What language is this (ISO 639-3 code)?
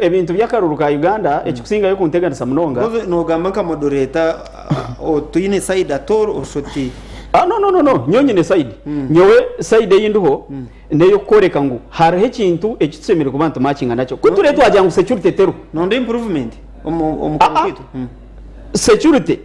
nyn